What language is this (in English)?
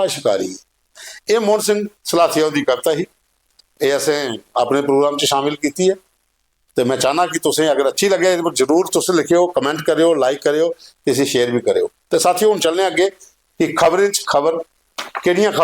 Dogri